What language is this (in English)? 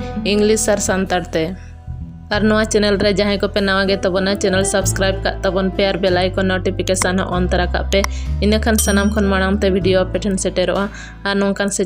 Santali